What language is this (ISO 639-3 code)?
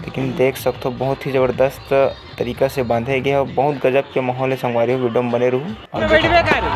hne